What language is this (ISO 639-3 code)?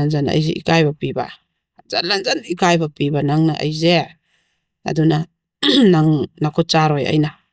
mni